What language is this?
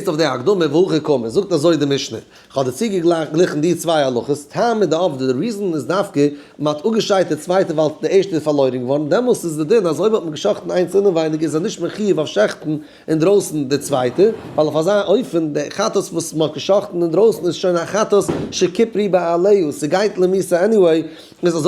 Yiddish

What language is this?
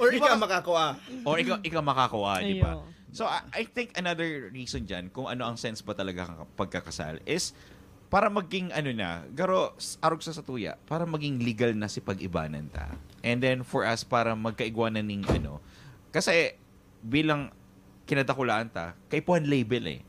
Bikol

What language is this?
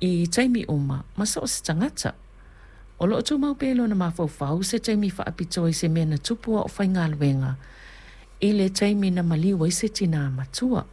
Samoan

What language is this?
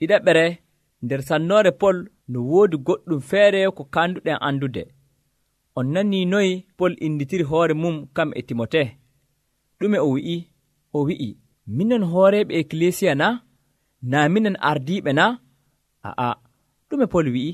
Nigerian Fulfulde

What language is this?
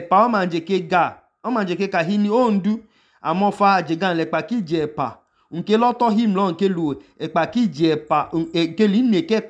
Idoma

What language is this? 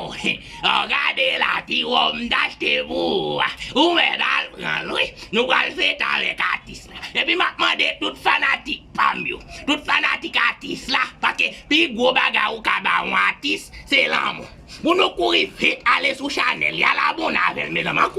Haitian Creole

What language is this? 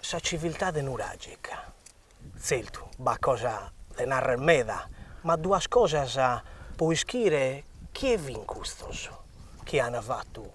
Sardinian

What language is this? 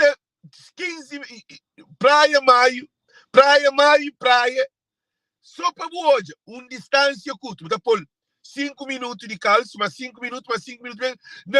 Kabuverdianu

